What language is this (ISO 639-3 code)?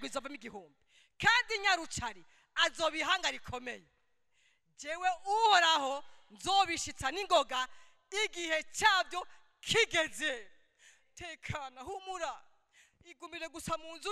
run